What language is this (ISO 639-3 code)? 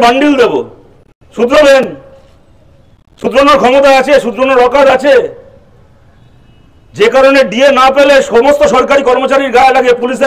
ben